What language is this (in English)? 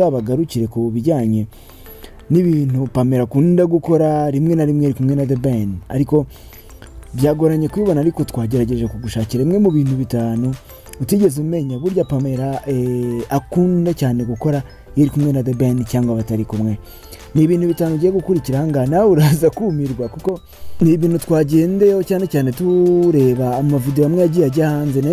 Kinyarwanda